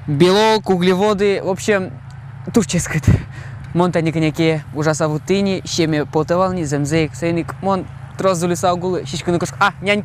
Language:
Udmurt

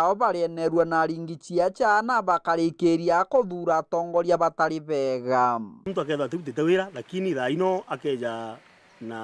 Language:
Meru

